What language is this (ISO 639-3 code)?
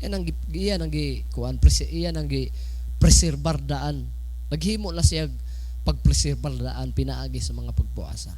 ceb